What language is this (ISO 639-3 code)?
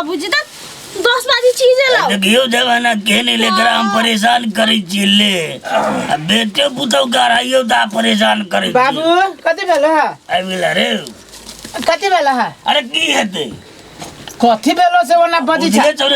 mai